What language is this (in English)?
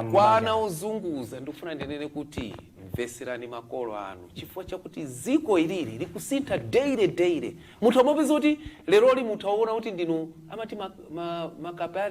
Nyanja